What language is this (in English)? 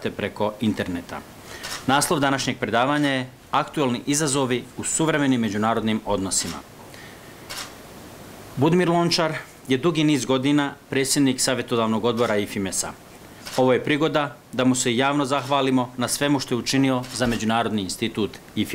Croatian